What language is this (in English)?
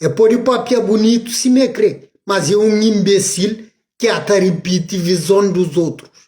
Kabuverdianu